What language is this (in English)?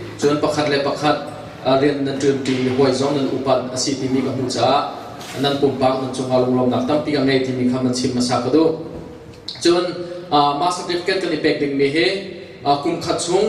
Hakha Chin